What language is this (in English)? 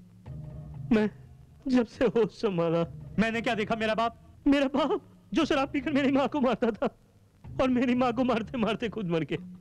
Hindi